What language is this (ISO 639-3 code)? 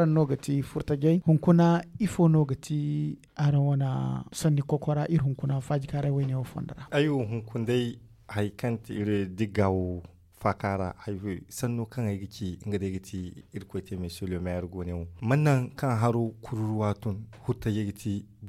dje